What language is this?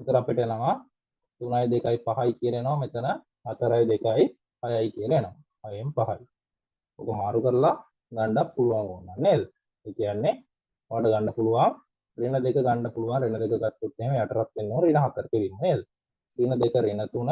Sinhala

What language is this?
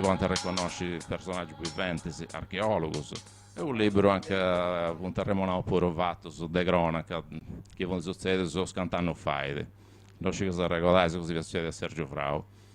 Sardinian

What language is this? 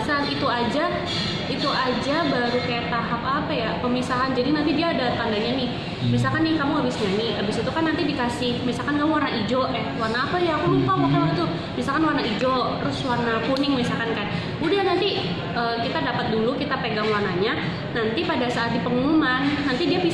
Indonesian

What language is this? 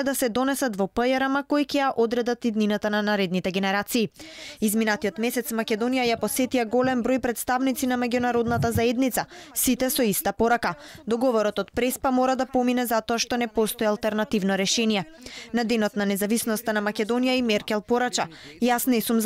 Macedonian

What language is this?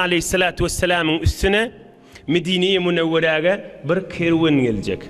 Turkmen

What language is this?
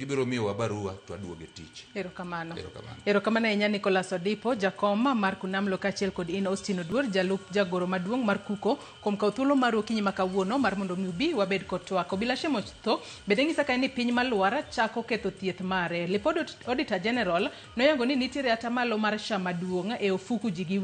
Luo (Kenya and Tanzania)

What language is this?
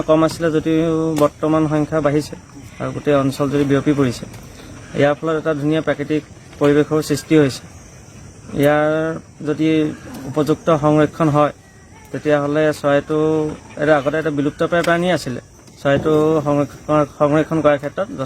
Assamese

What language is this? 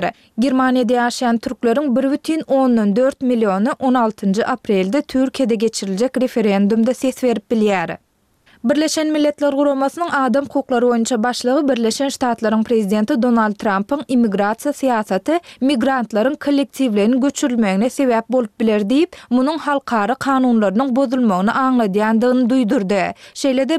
Turkmen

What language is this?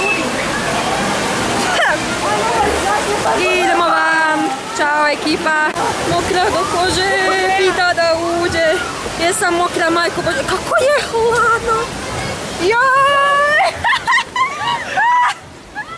Croatian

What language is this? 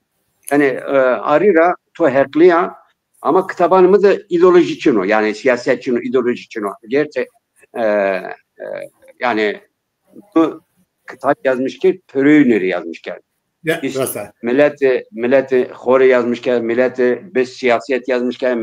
Zaza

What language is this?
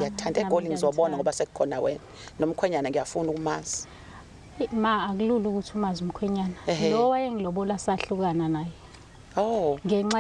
Zulu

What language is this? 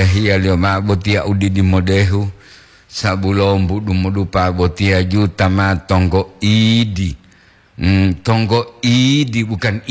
Gorontalo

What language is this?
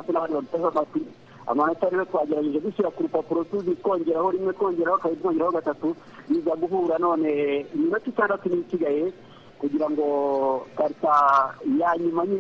Kinyarwanda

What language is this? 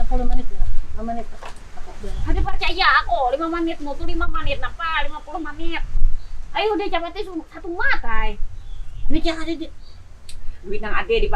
Banjar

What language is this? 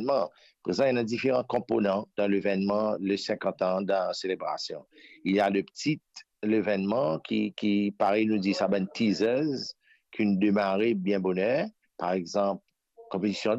Morisyen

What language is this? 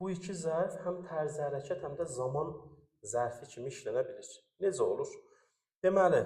Azerbaijani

